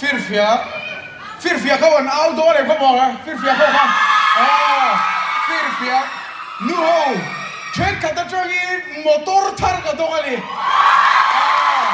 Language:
Mizo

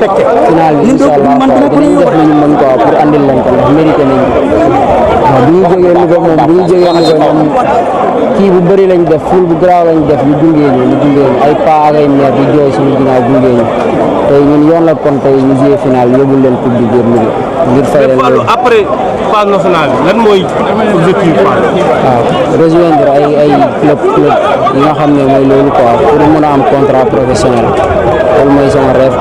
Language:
Wolof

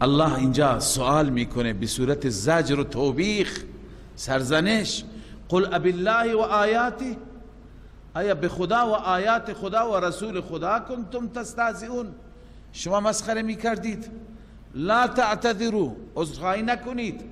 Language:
Persian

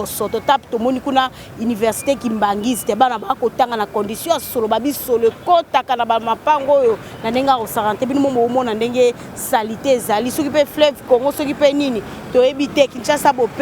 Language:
Lingala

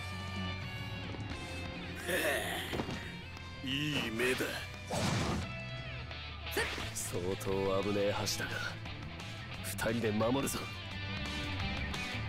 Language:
Japanese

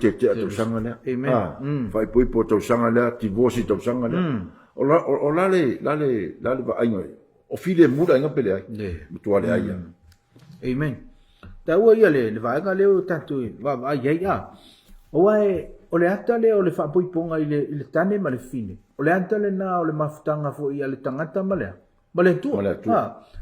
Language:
Samoan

